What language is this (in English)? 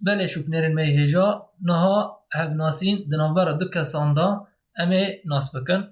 Kurdish